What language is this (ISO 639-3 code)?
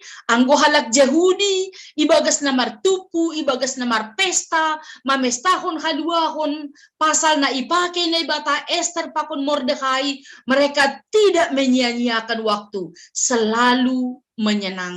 bts